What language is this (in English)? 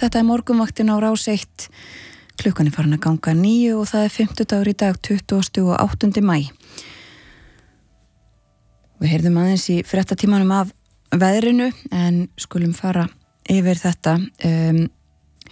Icelandic